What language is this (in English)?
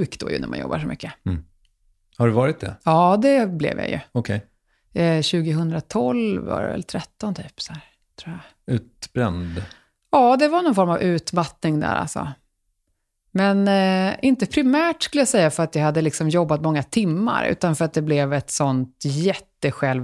Swedish